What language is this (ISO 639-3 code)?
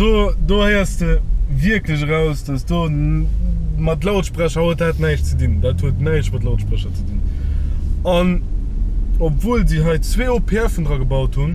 ltz